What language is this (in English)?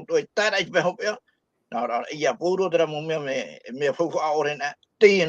Tahitian